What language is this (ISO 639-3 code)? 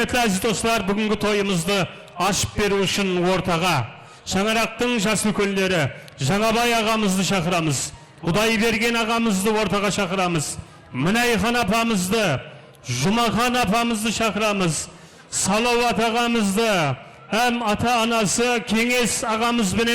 kaa